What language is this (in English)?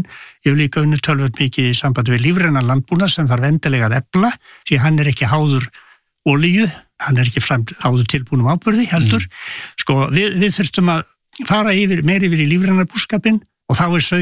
Icelandic